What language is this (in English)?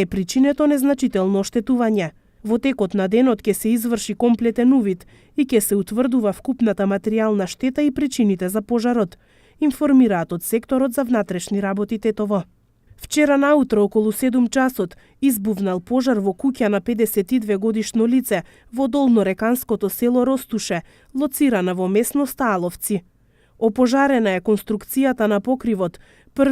Macedonian